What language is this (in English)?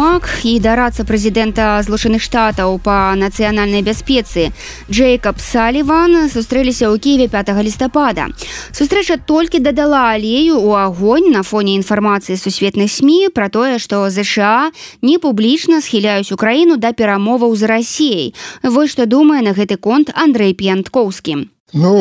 Belarusian